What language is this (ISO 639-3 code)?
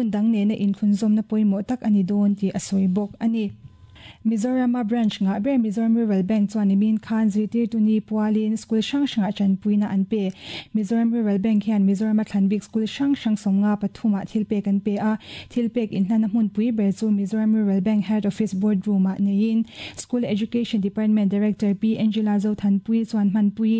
lus